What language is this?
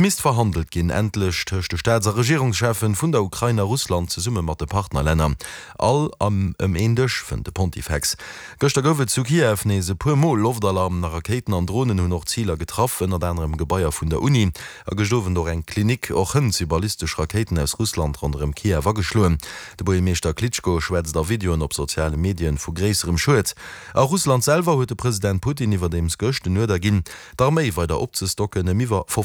Luxembourgish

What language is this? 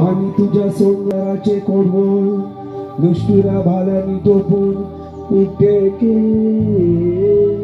Konkani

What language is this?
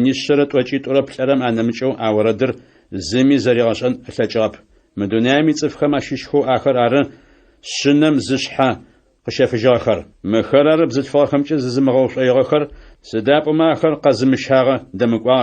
Adyghe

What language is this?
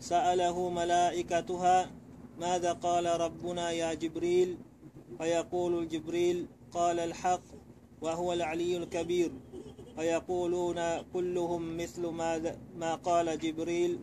Tausug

